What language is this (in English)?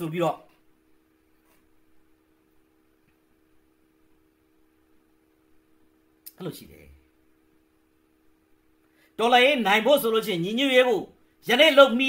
Burmese